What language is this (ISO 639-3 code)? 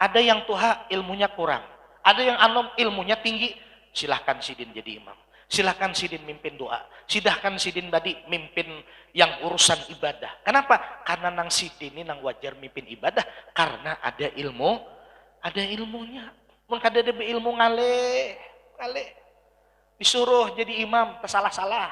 bjn